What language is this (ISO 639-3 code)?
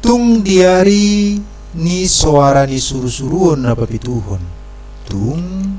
bbc